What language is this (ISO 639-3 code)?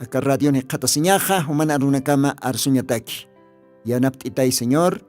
aym